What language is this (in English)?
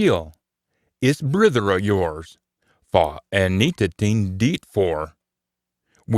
Scots